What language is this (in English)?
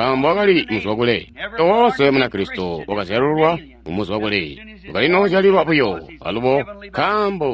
Tonga (Zambia)